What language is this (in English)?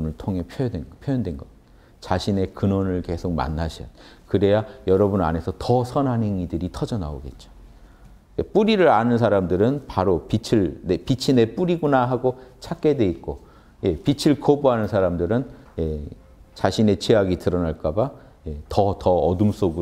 Korean